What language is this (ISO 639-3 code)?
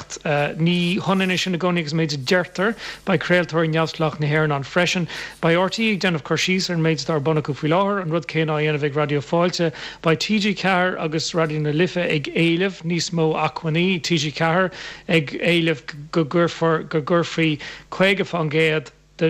gle